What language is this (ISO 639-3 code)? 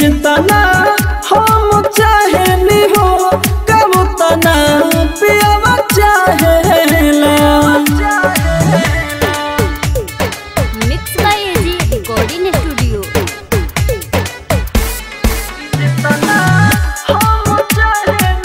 bho